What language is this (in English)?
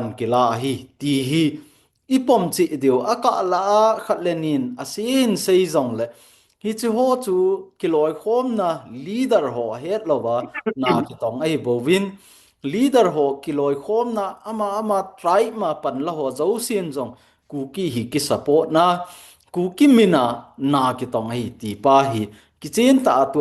Thado Chin